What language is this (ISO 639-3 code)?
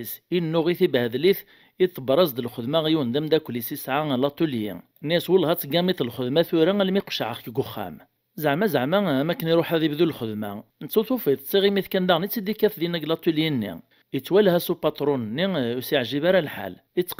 kab